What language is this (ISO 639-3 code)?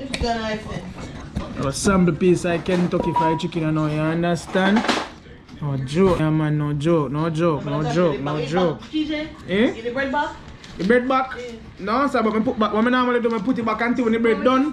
jam